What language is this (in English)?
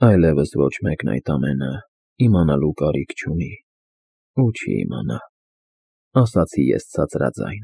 Armenian